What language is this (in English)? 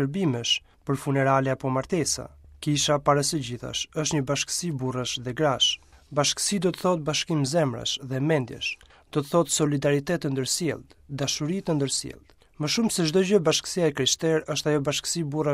Albanian